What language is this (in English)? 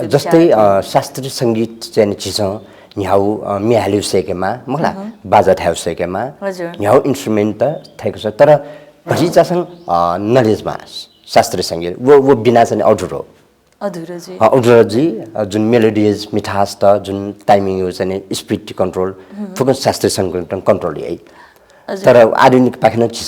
Newari